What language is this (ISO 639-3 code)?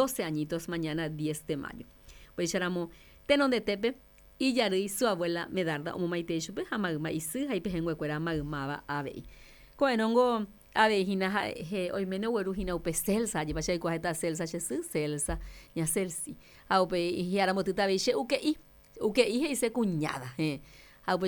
grn